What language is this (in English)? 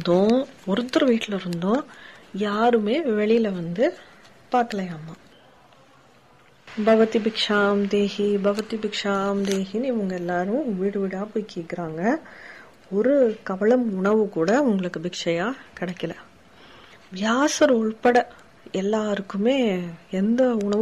Tamil